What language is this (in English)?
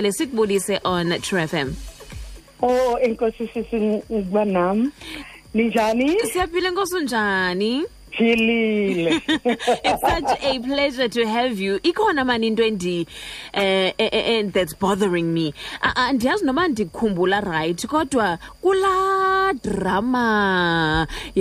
Xhosa